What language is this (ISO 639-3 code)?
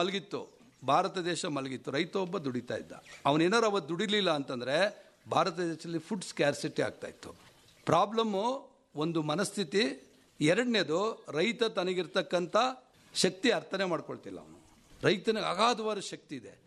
kan